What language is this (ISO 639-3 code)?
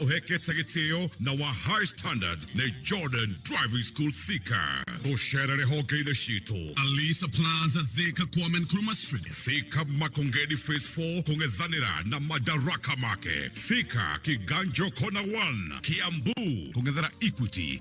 kik